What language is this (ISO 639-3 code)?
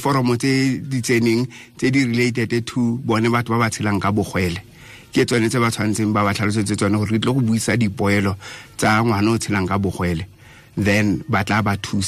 tsn